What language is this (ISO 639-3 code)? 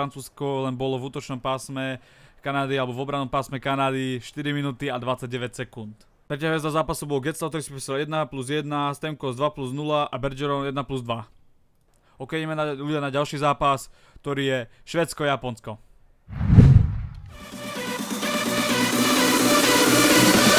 slk